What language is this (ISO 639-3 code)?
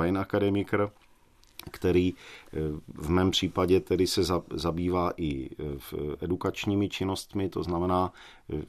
ces